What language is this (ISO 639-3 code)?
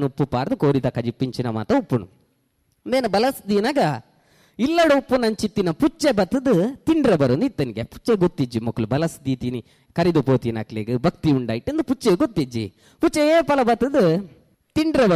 tcy